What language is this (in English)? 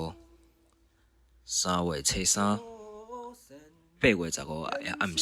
Min Nan Chinese